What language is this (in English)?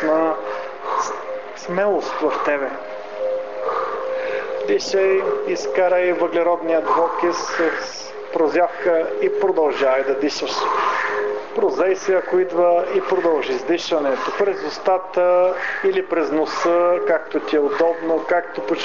Bulgarian